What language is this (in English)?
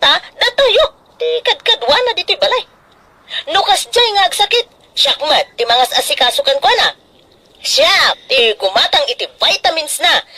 Iloko